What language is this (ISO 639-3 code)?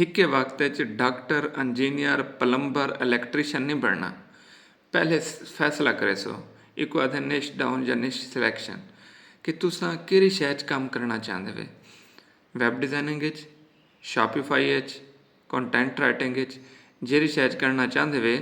skr